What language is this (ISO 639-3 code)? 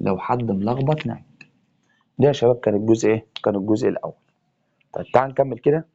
arz